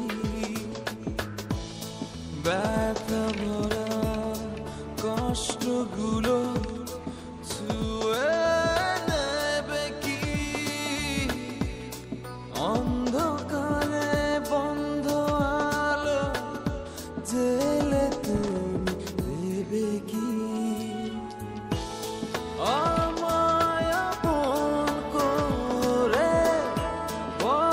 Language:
Bangla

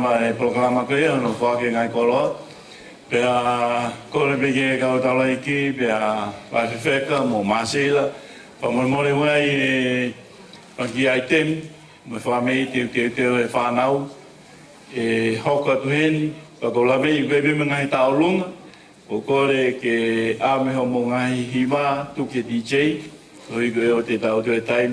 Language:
Tongan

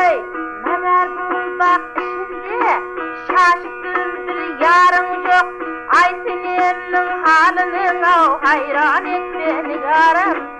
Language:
Kara-Kalpak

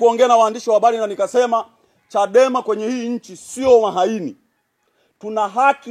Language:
Swahili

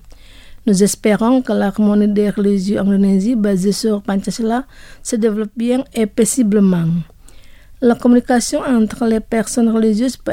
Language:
French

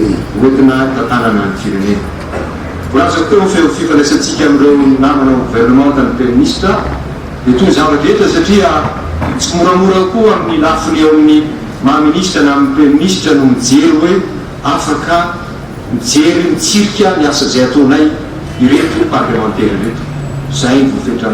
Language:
Malagasy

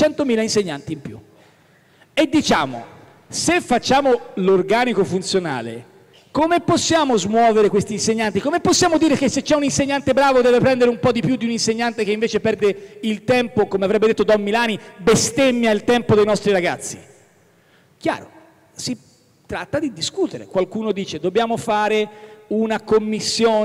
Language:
Italian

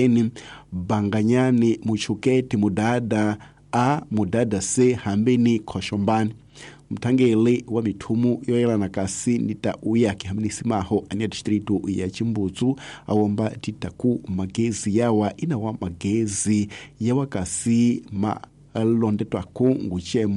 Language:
Tsonga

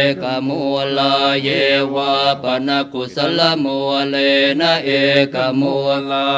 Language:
Pali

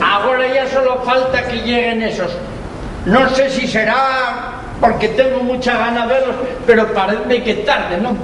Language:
Asturian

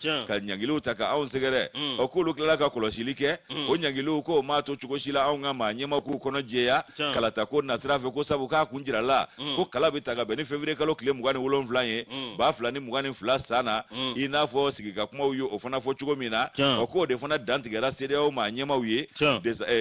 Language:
Bambara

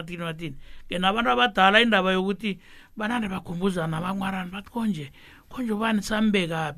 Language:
South Ndebele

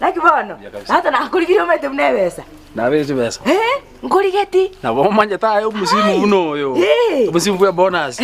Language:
Gusii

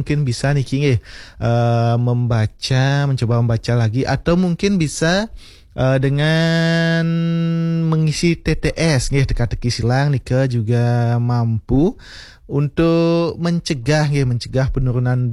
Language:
Balinese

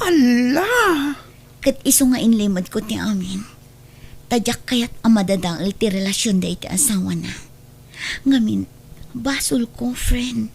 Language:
Iloko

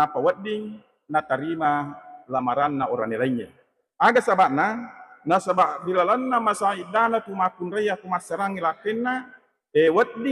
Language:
Buginese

